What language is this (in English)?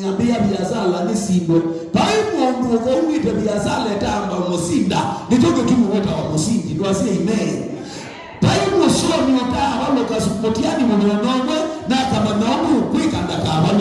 Kamba